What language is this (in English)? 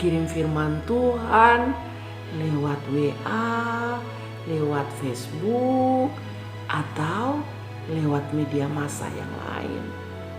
Kupang Malay